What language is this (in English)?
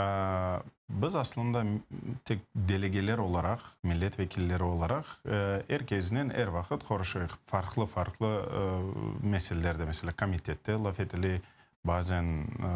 Crimean Tatar